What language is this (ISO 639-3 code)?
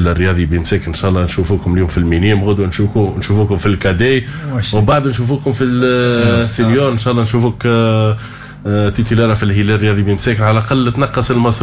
aeb